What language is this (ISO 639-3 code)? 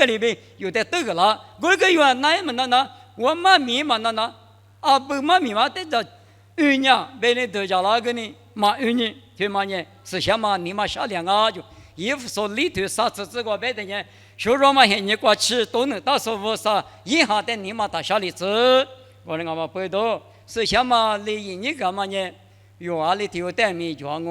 lis